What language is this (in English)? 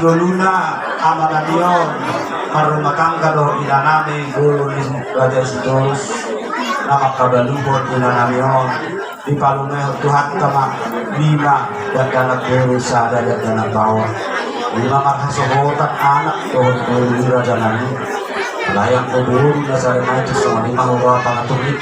Batak Toba